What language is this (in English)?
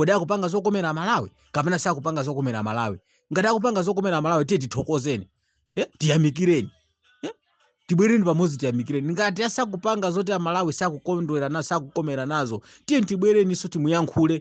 Nyanja